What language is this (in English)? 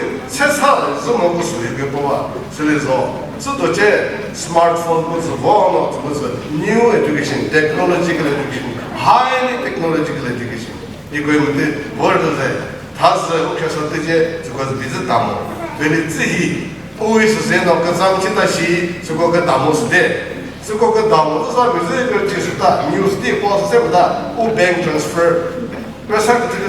Chokri Naga